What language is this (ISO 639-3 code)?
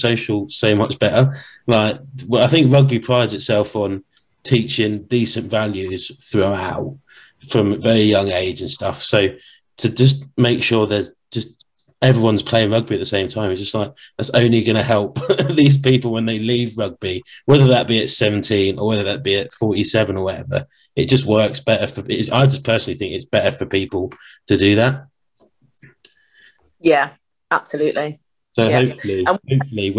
eng